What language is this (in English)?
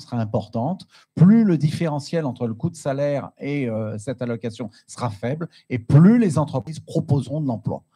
French